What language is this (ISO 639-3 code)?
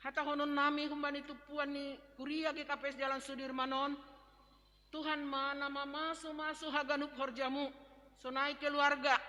bts